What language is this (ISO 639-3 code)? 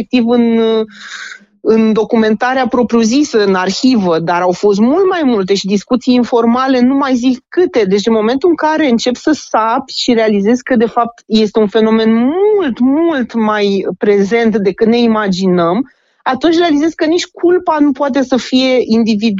ron